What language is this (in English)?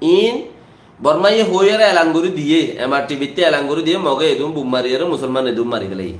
Rohingya